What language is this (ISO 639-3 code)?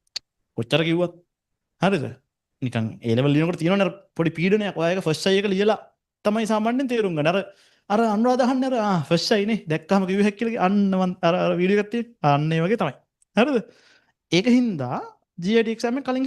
sin